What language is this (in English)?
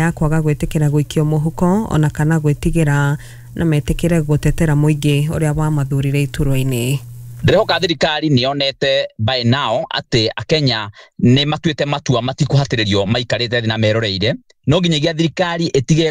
Kikuyu